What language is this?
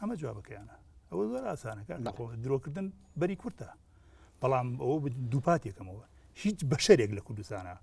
Central Kurdish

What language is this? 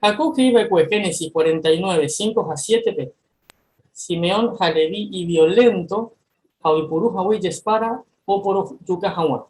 Guarani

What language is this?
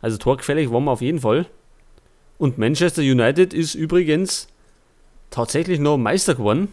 Bavarian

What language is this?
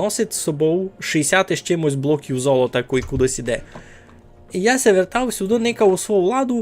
Rusyn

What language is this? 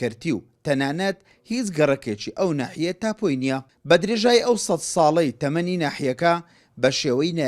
Central Kurdish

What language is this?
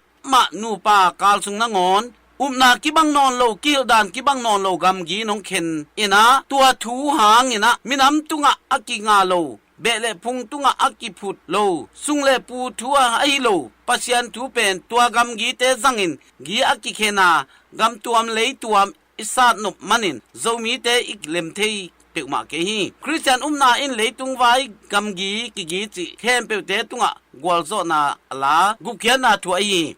Tedim Chin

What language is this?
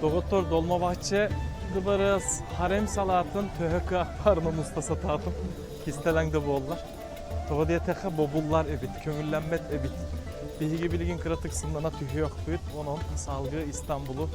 Yakut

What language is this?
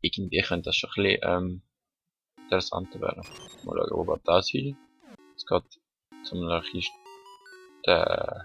Swiss German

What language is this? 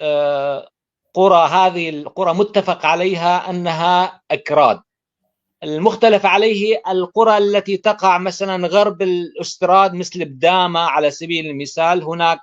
North Levantine Arabic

